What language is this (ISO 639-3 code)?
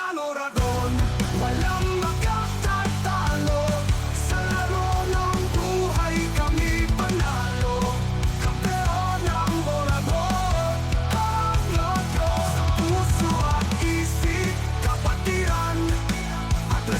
bik